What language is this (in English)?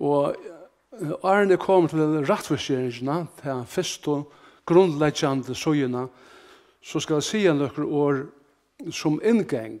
Faroese